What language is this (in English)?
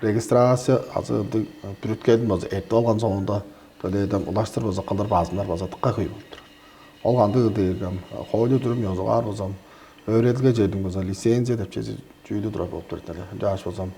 Tuvinian